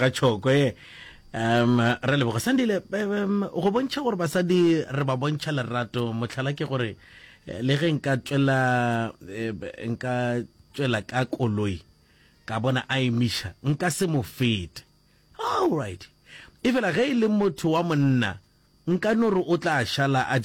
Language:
Northern Sotho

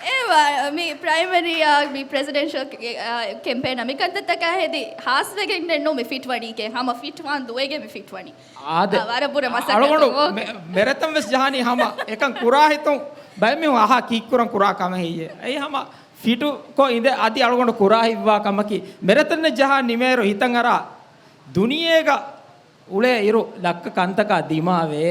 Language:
Divehi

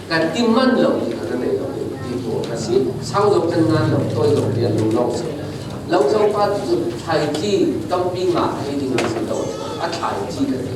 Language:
Falam Chin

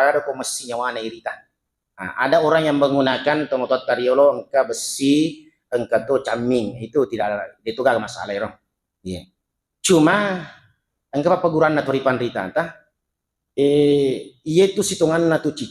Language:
Buginese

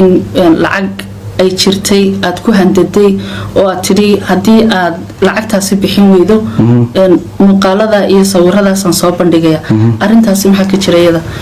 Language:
Somali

